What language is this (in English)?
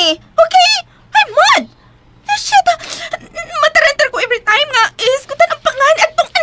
Cebuano